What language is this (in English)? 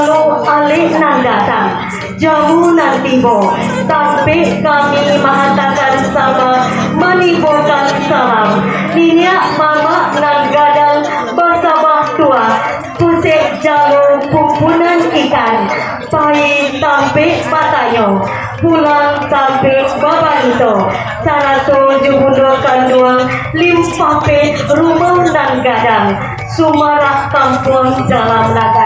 Minangkabau